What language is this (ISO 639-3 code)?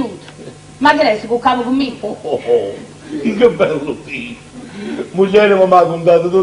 nap